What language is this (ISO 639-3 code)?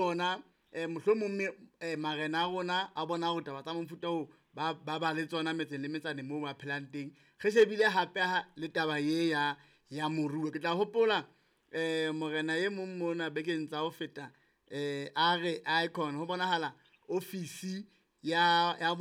sot